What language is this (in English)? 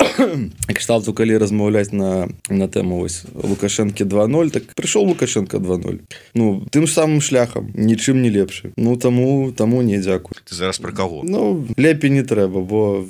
Belarusian